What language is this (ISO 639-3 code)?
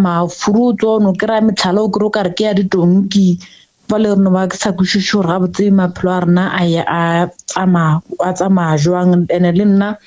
nso